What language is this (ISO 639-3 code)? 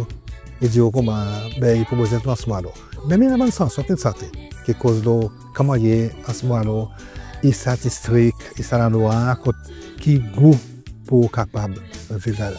crs